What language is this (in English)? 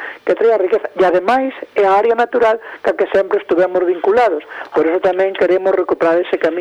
Galician